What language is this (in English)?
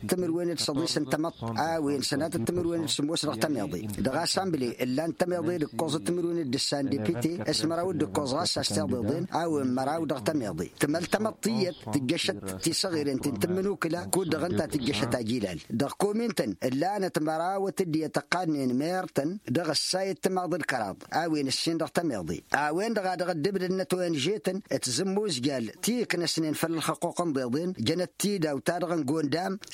Tamasheq